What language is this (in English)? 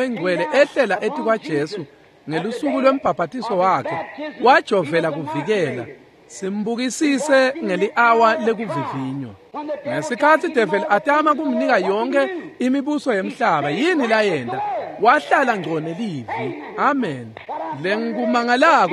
Swati